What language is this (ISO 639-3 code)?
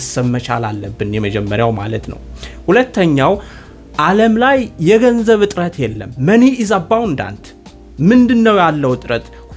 amh